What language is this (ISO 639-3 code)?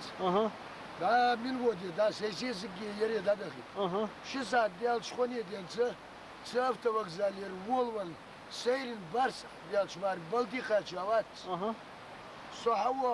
inh